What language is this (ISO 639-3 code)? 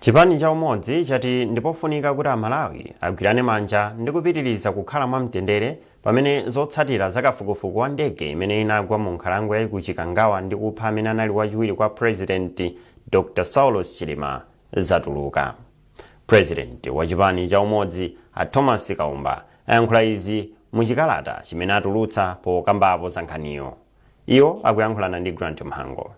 nya